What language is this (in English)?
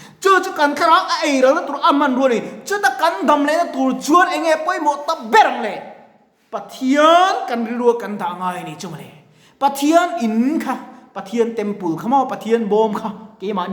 Mizo